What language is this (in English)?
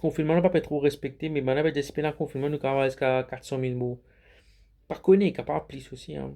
Morisyen